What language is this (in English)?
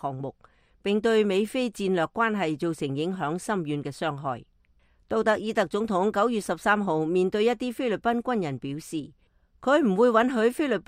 Cantonese